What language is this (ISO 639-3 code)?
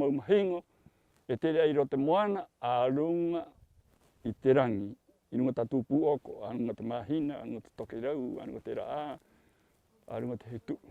rap